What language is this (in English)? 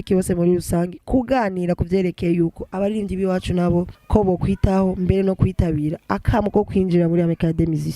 Rundi